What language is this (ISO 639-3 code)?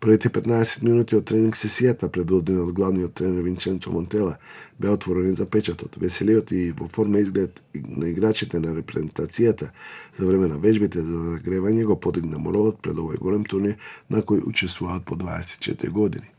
mkd